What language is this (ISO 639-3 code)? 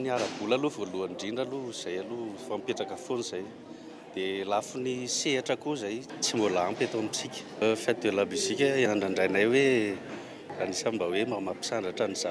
mlg